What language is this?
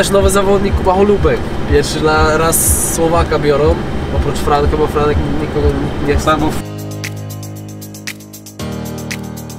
Polish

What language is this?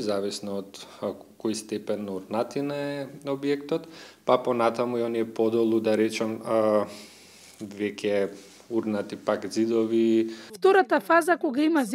Macedonian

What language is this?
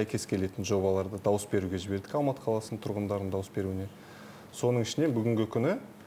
Kazakh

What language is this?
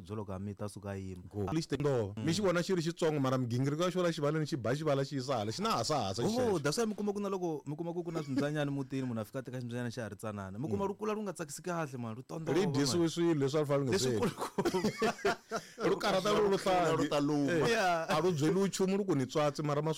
Tsonga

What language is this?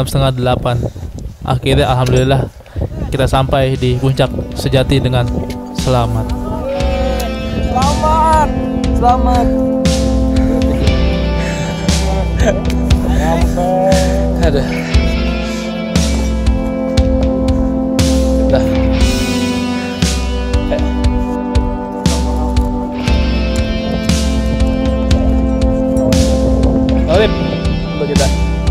Indonesian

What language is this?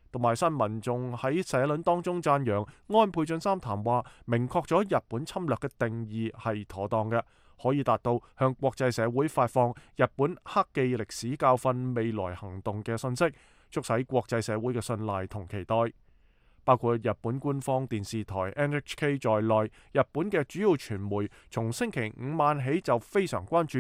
Cantonese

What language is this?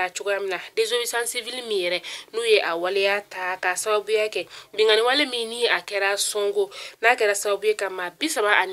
Bambara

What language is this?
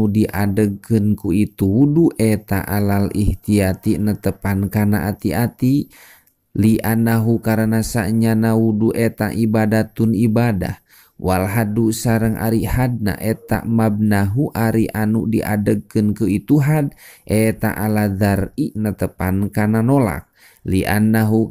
Sundanese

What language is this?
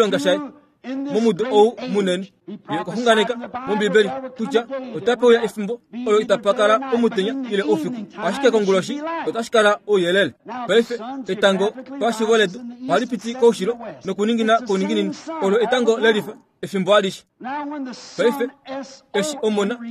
Kuanyama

